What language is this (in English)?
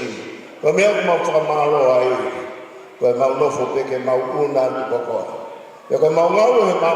Tongan